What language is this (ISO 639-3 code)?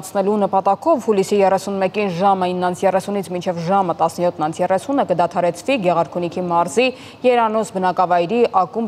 hye